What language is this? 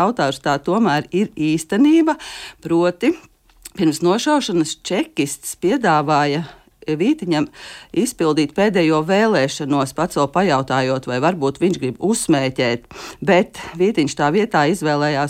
Latvian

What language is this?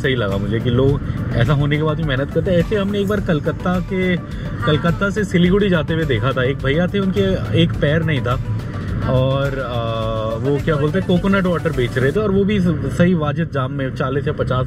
Hindi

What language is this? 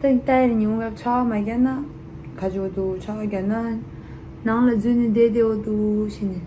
Tibetan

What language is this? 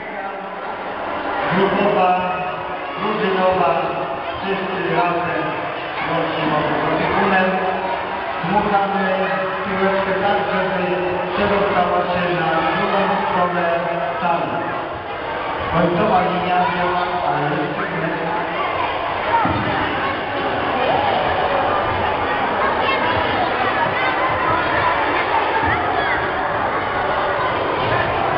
Polish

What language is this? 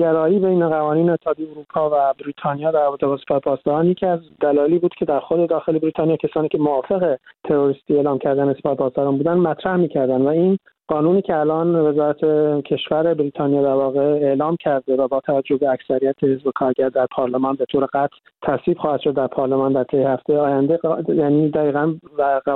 Persian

